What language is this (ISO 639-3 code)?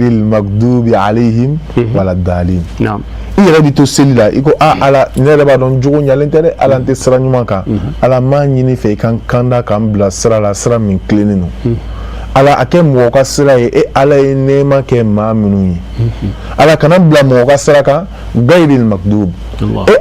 bam